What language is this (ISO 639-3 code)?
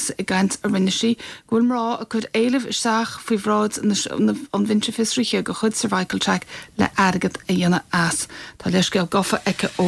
gle